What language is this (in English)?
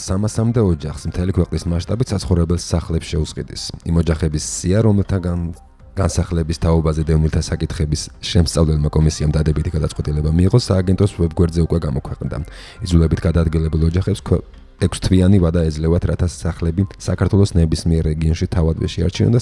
Georgian